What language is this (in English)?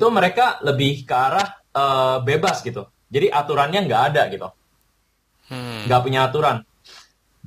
Indonesian